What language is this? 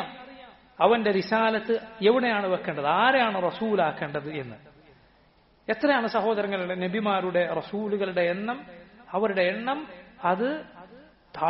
Malayalam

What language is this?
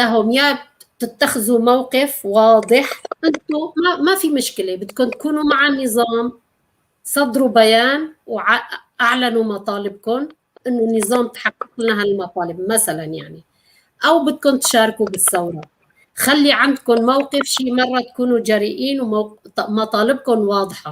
North Levantine Arabic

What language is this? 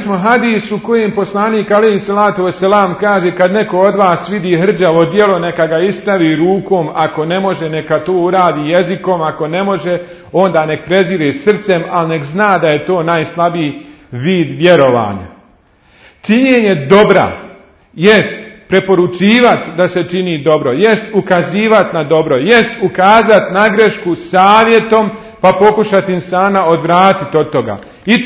Bosnian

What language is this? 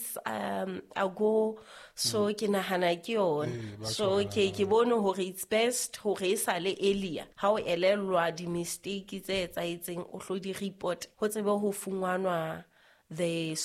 Southern Sotho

